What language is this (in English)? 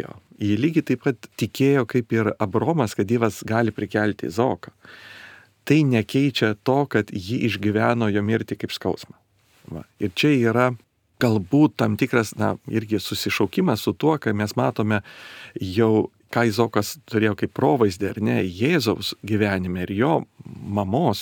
Lithuanian